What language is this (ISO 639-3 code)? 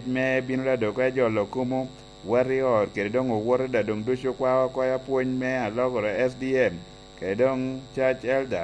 laj